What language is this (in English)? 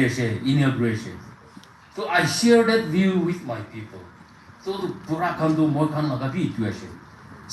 Naga Pidgin